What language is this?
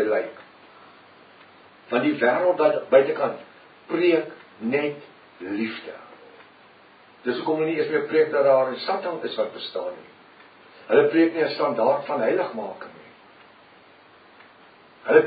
Afrikaans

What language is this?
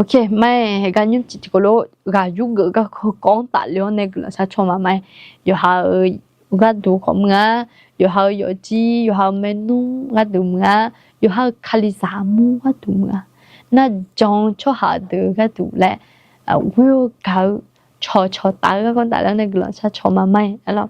Akha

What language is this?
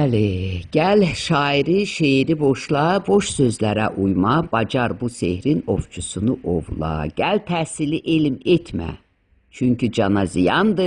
Azerbaijani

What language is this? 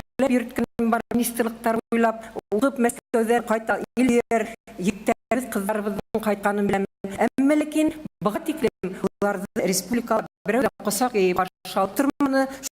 Bashkir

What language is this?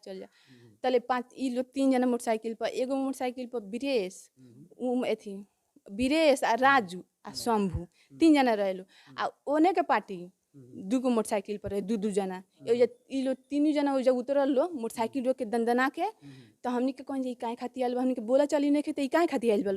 Bhojpuri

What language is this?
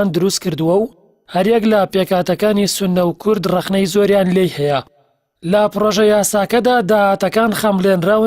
Central Kurdish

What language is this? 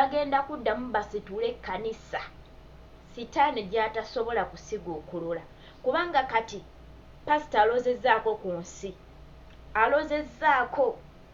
Ganda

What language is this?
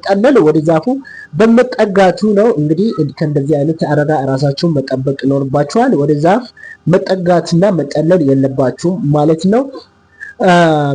Amharic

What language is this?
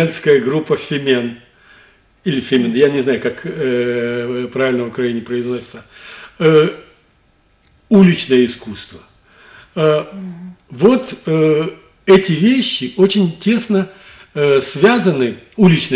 Russian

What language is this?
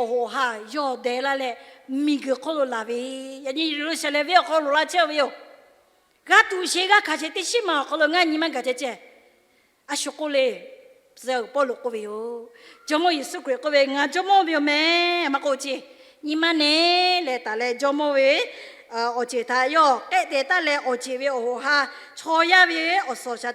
Lahu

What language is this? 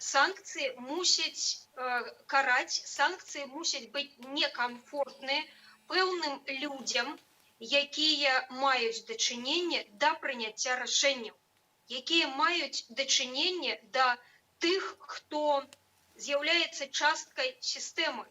Belarusian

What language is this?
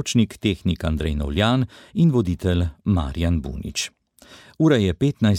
Slovenian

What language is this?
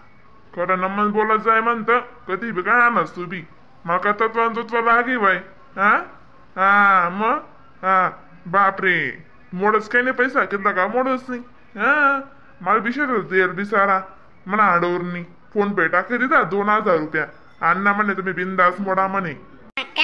Khandesi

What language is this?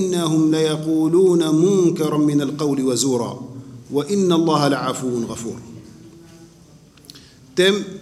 Danish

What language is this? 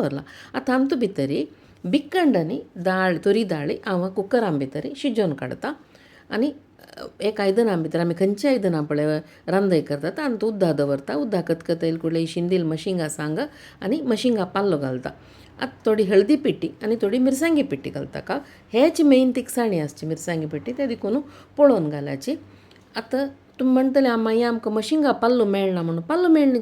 Konkani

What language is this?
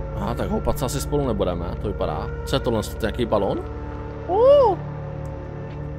Czech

